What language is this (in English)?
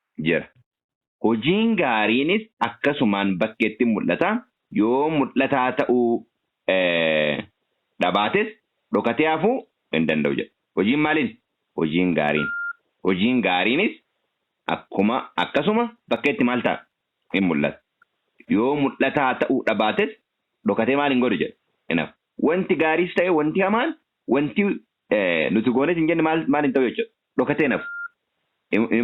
Oromo